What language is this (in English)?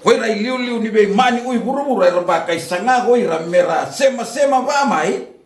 Fijian